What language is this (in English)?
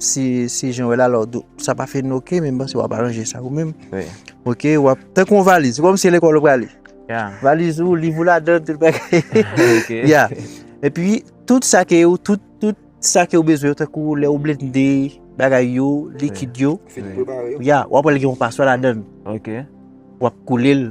Haitian Creole